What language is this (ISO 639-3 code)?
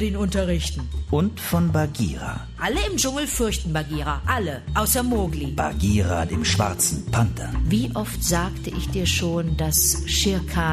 deu